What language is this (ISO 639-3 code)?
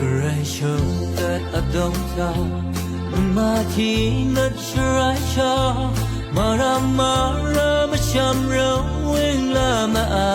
raw